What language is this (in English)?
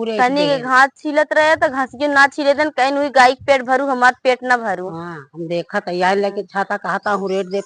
Awadhi